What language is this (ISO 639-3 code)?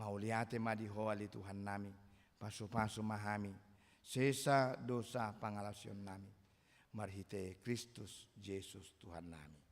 bbc